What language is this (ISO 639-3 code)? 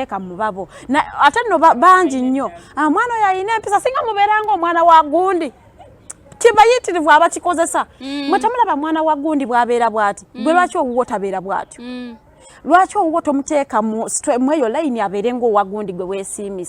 lug